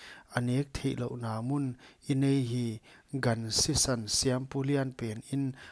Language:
Paite Chin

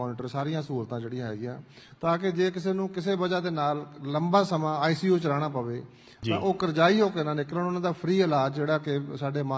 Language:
Punjabi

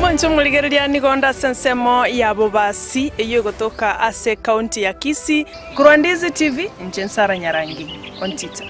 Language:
Gusii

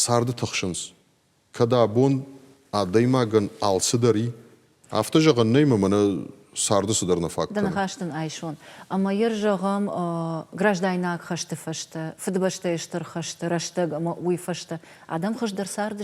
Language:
Ossetic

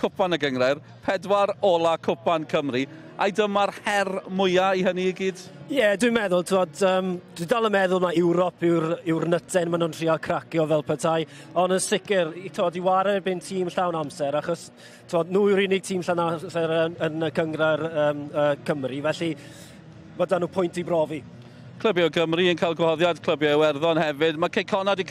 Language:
Welsh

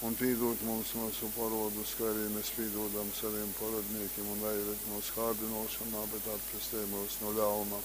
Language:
Latgalian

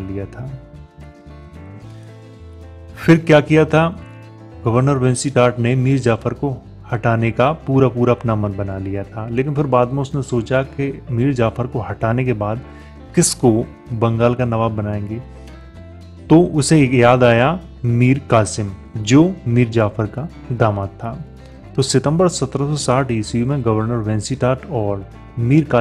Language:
Hindi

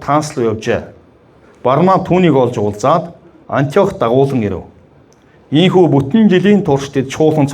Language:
Mongolian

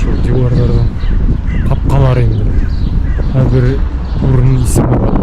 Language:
Bashkir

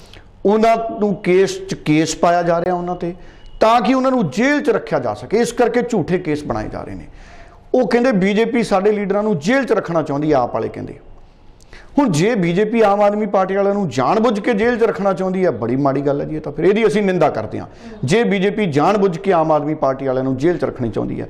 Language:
Punjabi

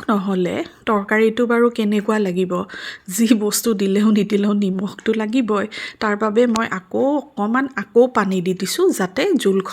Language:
Assamese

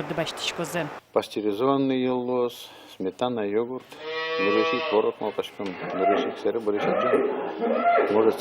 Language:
Udmurt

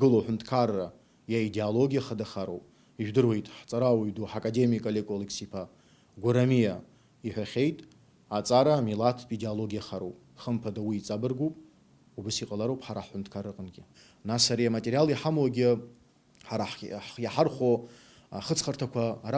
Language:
Abkhazian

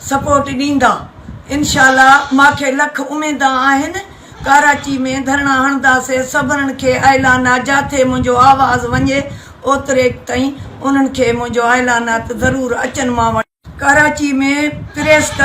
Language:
Sindhi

